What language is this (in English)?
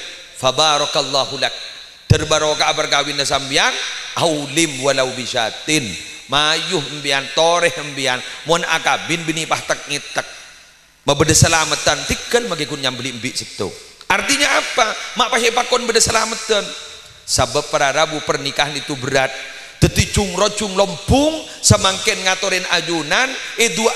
Madurese